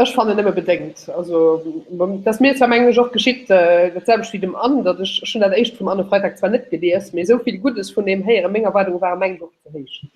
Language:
Luxembourgish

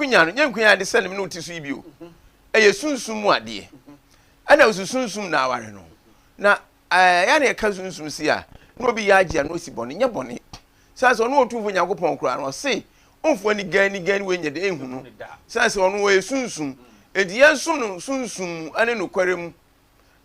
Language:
Akan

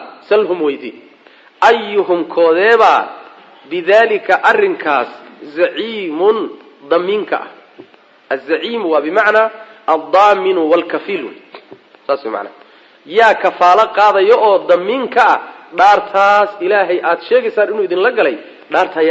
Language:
Somali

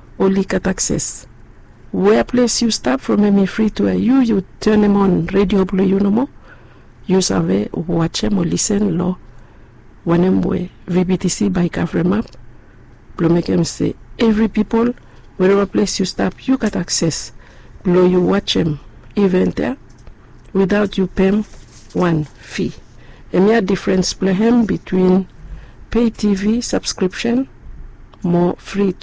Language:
Bislama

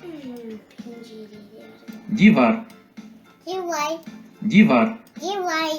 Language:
Crimean Tatar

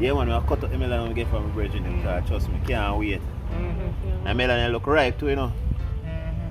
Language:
Jamaican Creole English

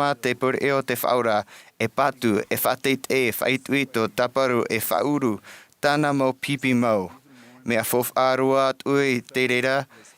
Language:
Tahitian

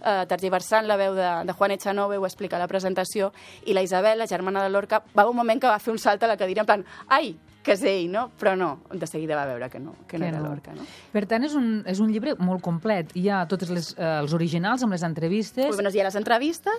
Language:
Catalan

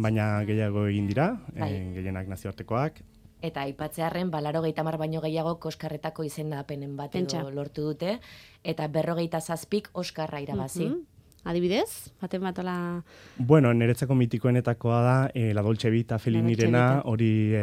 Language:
Basque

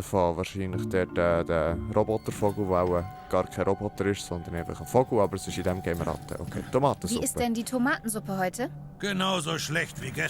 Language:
Swiss German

